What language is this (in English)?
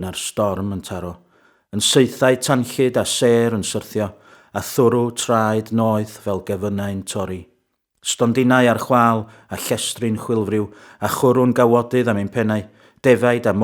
Welsh